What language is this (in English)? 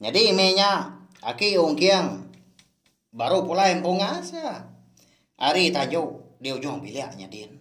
Iban